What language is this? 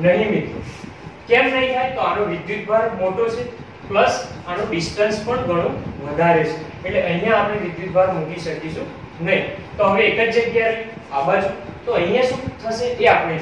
Gujarati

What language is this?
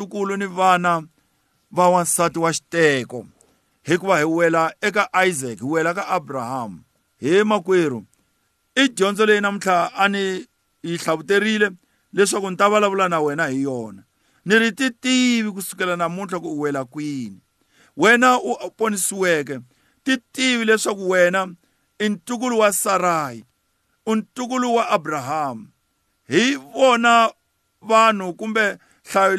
Tsonga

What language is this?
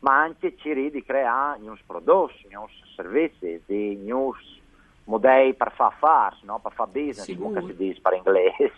Friulian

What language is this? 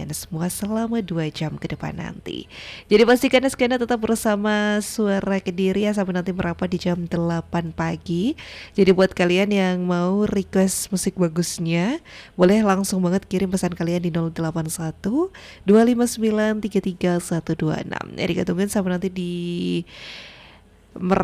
Indonesian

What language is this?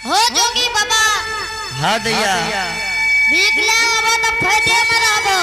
Angika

